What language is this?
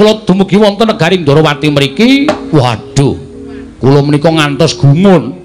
Javanese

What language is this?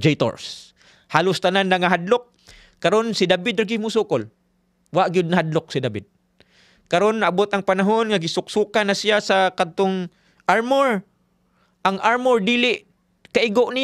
Cebuano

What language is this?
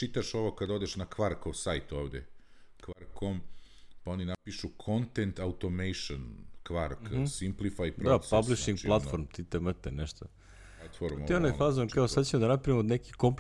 Serbian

